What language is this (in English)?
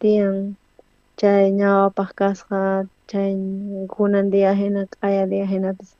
South Bolivian Quechua